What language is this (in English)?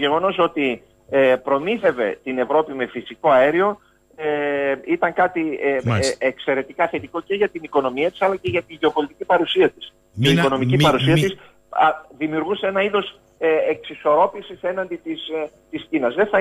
Greek